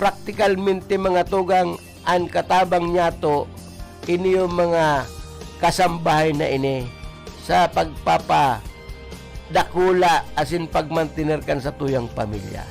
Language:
Bikol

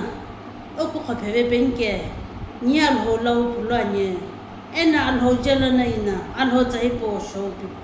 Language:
Sumi Naga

